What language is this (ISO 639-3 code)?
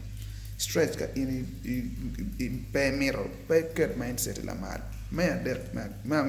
ach